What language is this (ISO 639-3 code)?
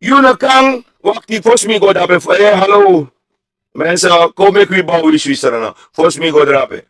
srn